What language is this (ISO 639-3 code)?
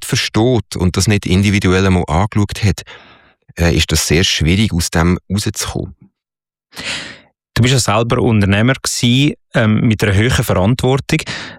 deu